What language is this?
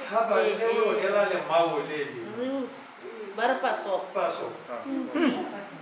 Tswana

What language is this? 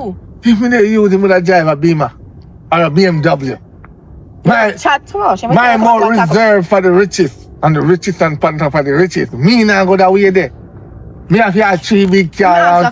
Jamaican Creole English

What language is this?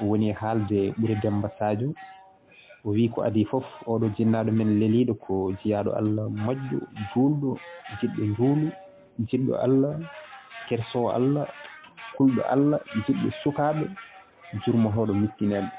Fula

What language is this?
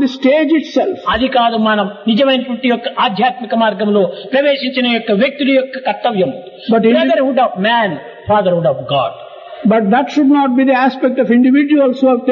Telugu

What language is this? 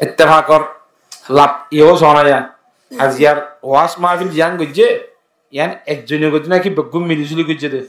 Rohingya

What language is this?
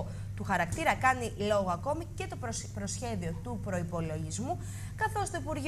Greek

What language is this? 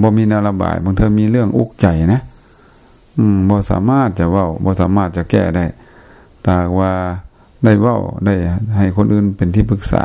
Lao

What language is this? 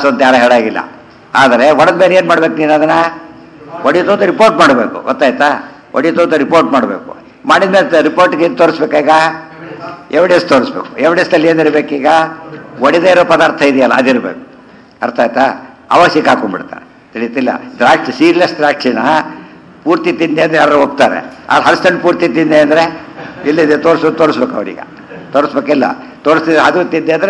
Kannada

